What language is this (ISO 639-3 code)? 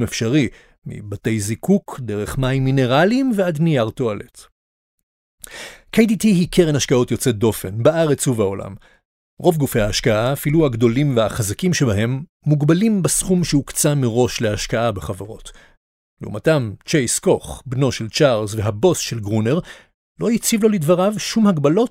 heb